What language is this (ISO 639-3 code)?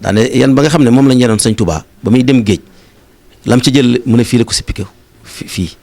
wol